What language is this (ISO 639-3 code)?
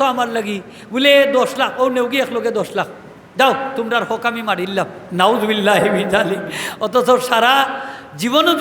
syl